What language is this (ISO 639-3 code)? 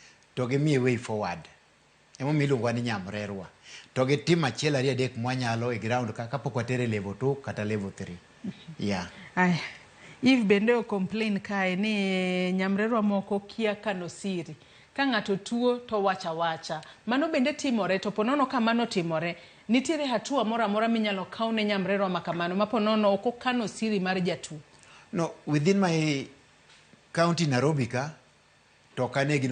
luo